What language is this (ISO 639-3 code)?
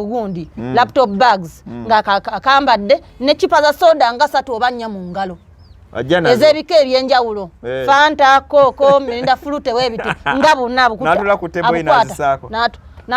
lug